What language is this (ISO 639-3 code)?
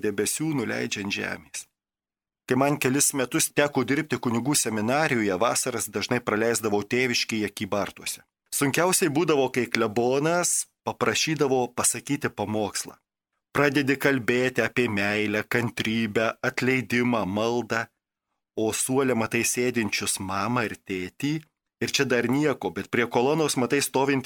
lit